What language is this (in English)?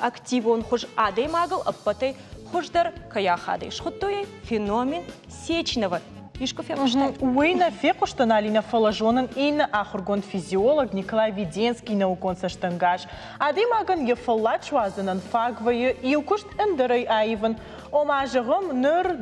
Ossetic